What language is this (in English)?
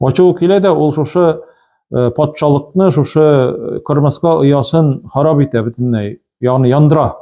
Tatar